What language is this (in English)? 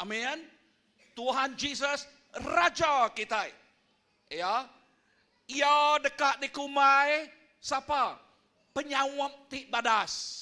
Iban